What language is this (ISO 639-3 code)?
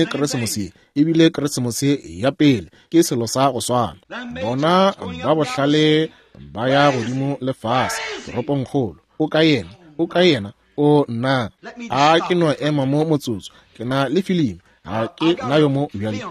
nso